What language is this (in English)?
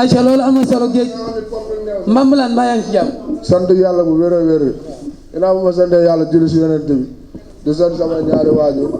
Wolof